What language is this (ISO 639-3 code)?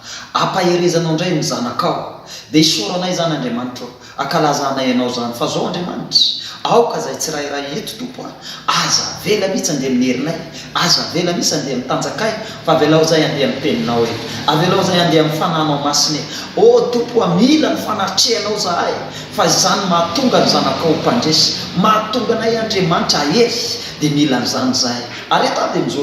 mlg